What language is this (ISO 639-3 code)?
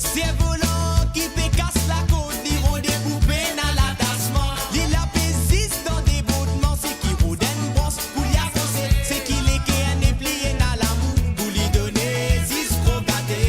mfe